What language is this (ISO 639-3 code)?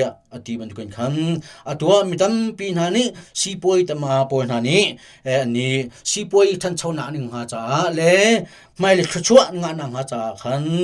cnh